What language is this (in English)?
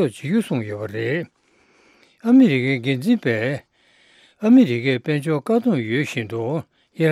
Tibetan